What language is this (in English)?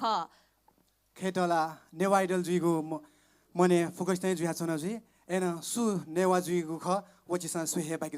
Newari